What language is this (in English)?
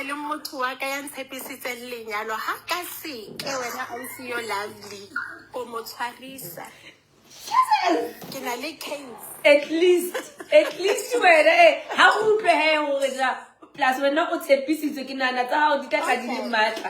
Southern Sotho